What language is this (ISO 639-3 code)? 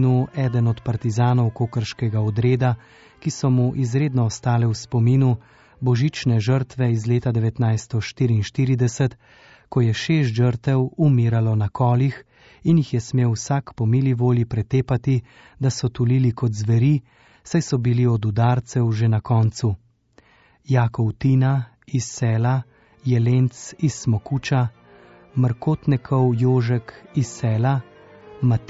slv